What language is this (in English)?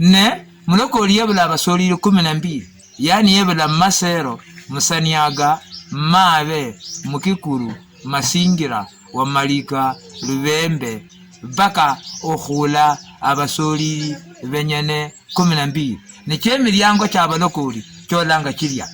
Luyia